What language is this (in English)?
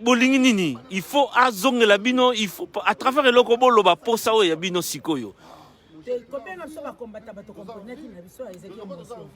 Lingala